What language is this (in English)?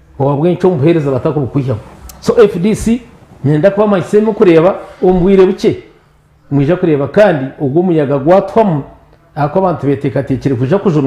Nyankole